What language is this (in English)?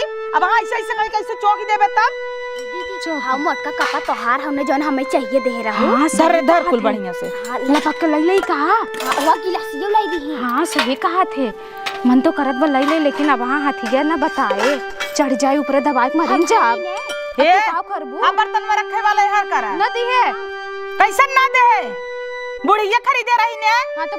Awadhi